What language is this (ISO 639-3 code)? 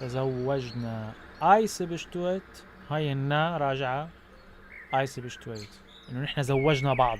apc